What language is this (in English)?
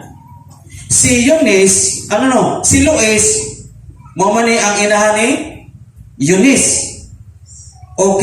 Cebuano